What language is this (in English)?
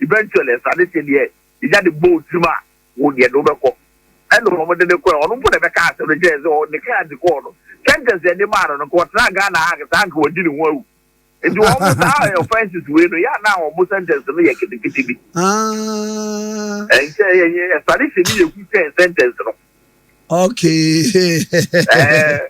Akan